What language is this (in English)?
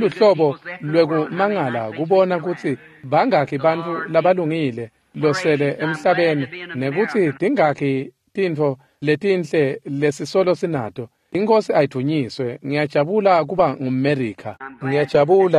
Swati